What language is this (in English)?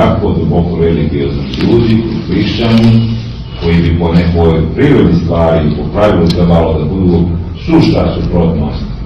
Serbian